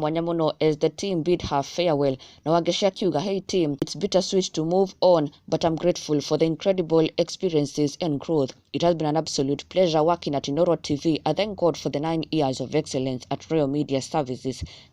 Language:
Kikuyu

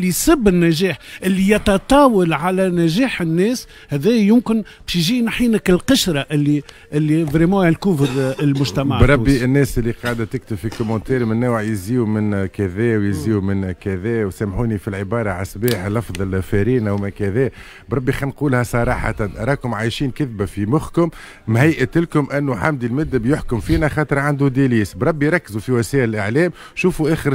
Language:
Tunisian Arabic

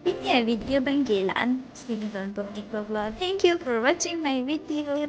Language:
Karbi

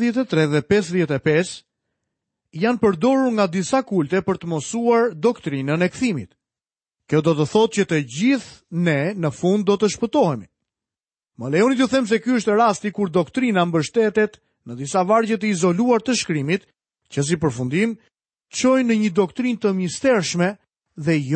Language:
Albanian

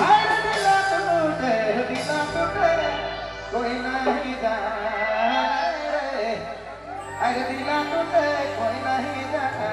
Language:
Sadri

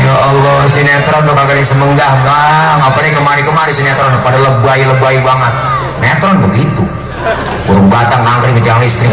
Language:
Betawi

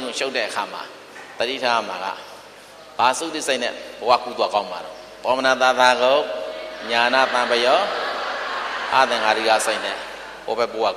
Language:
Burmese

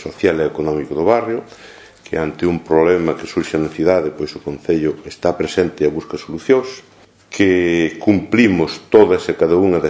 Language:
Galician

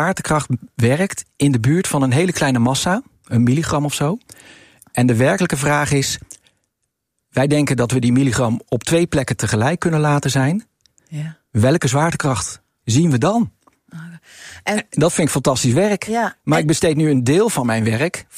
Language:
Dutch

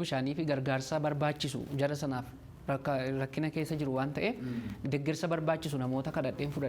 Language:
Oromo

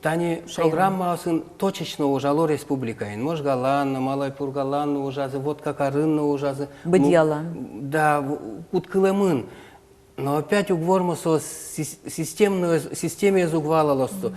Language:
Udmurt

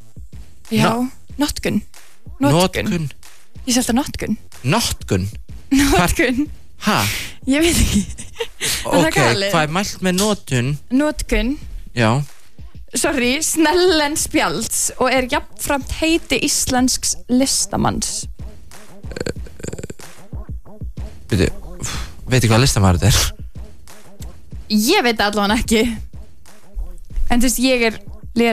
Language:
Icelandic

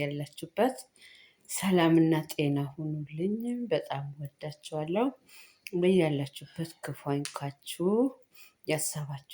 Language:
Amharic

